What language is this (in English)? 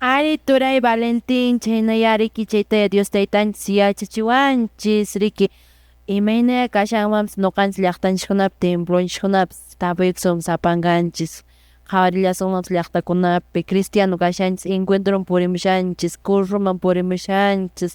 Quechua